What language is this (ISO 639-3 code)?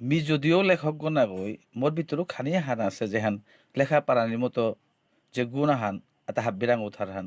bpy